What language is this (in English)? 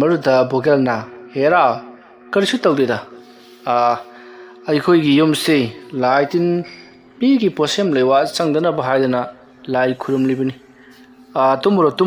Manipuri